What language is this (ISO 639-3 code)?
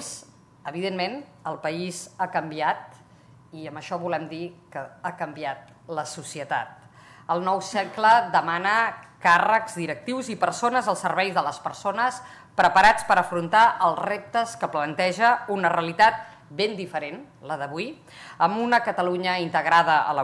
cat